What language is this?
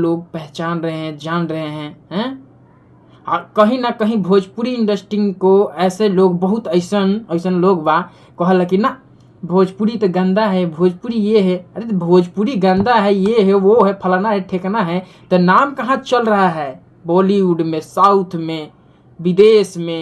Bhojpuri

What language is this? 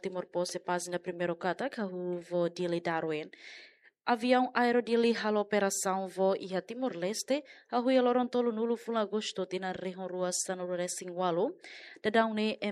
Tetum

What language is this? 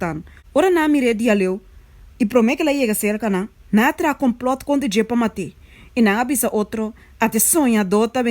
Papiamento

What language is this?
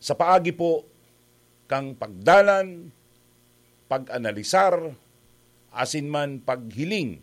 Bikol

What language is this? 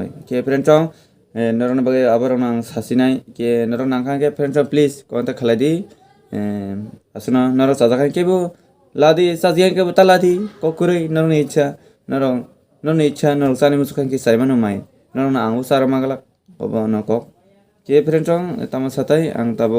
Kok Borok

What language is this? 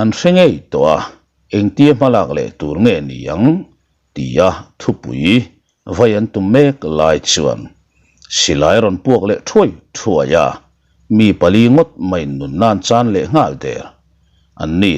Mizo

